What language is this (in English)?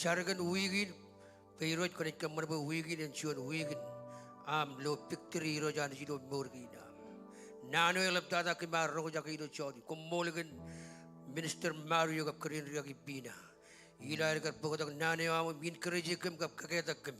Marshallese